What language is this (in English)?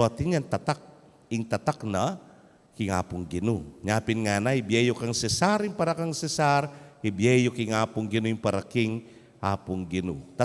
Pampanga